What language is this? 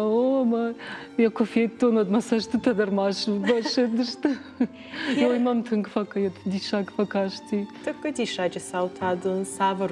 Ossetic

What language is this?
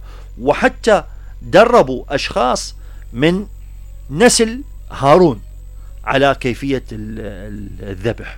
Mesopotamian Arabic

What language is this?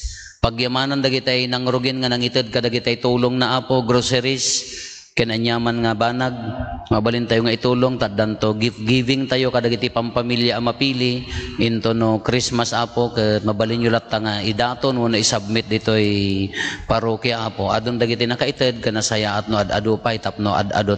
Iloko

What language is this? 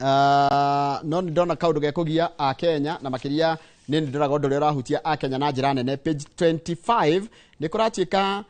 Kikuyu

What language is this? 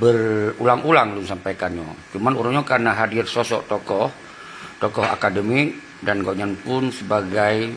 Achinese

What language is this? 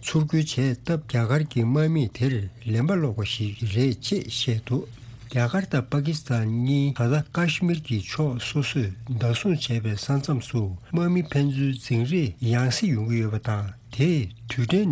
Tibetan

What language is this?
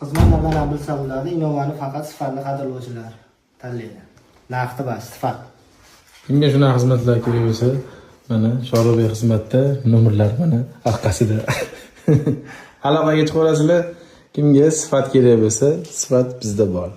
Uzbek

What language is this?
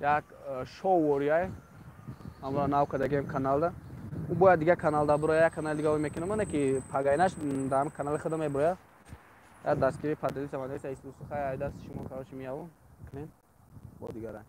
Tajik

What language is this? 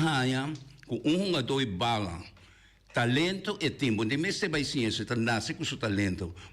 Papiamento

